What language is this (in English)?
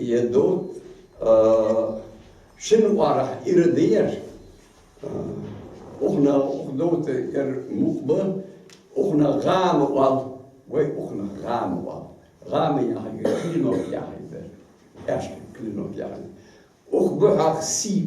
Ingush